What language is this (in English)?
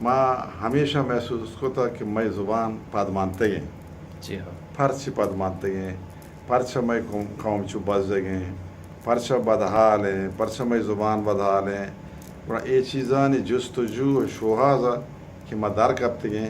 Baluchi